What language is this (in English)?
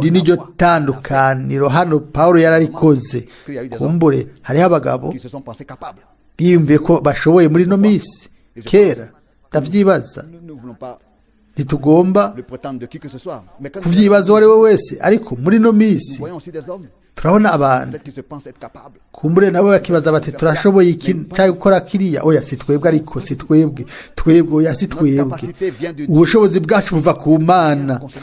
Rundi